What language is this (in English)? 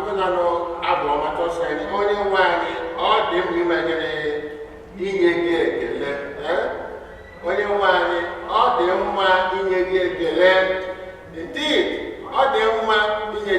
Igbo